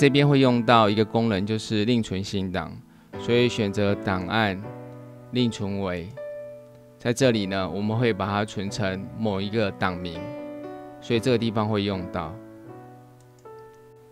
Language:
Chinese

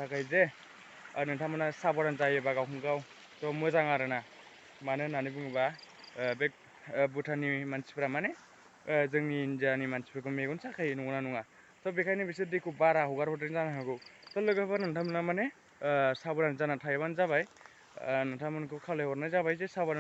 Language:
Bodo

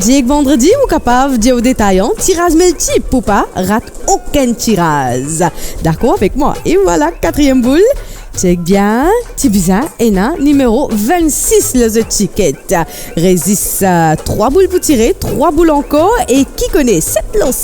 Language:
Morisyen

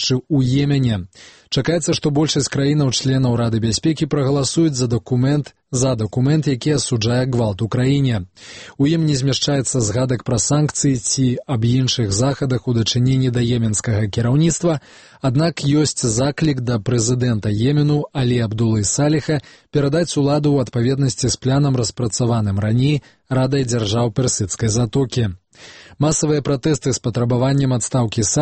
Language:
Belarusian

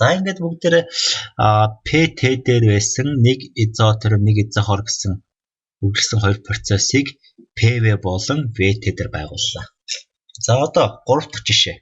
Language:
Mongolian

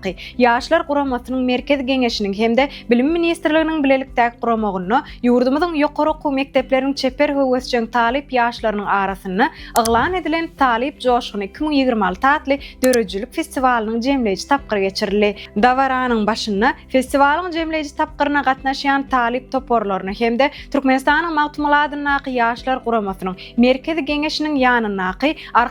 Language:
Turkmen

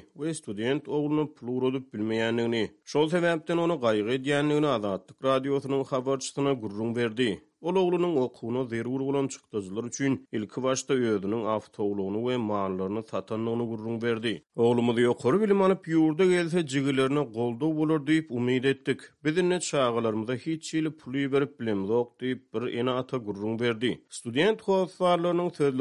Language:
Turkmen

